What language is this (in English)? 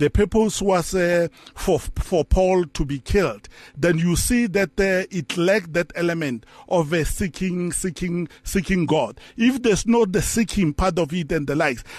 English